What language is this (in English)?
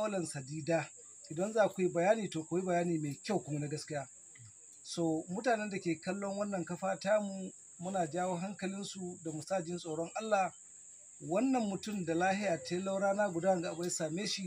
Hausa